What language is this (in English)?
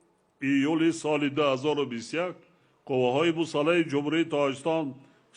Tajik